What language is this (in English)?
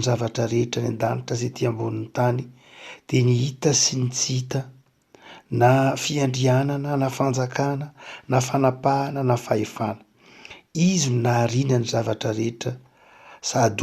Malagasy